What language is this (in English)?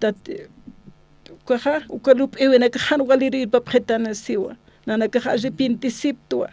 Aymara